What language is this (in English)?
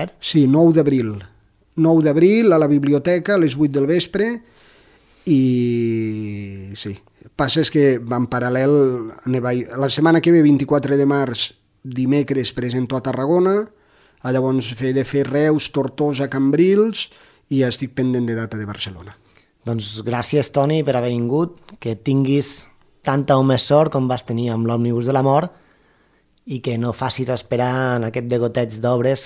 Catalan